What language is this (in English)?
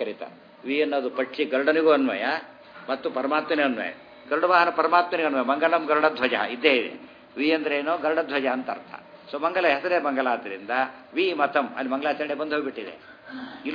Kannada